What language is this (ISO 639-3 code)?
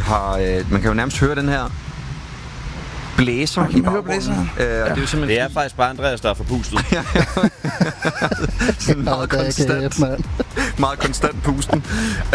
dan